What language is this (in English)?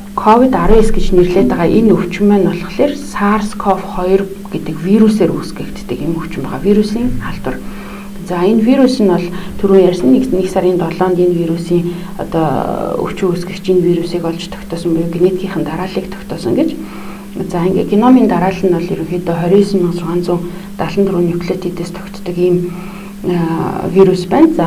Mongolian